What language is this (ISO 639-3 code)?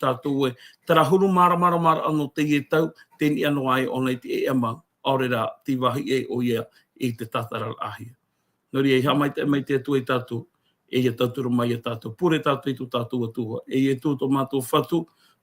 tah